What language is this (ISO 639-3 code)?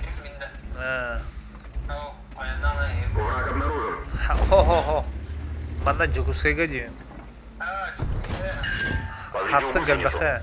sah